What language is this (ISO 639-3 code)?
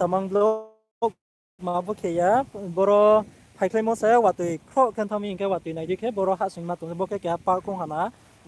ria